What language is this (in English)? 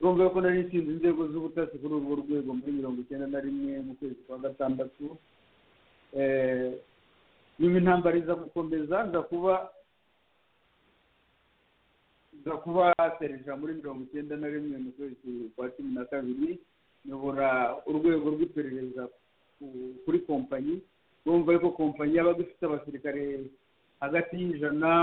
Kinyarwanda